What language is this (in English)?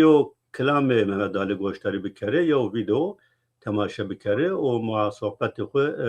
Zaza